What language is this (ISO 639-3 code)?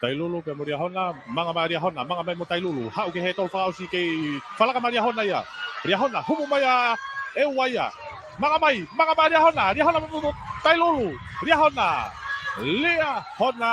ton